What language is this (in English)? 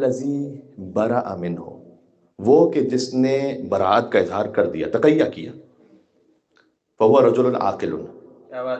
Urdu